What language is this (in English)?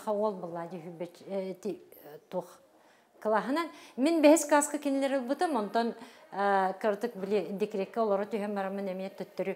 Yakut